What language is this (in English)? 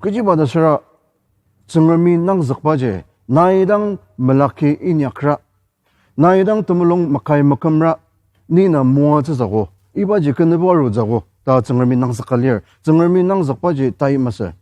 Ao Naga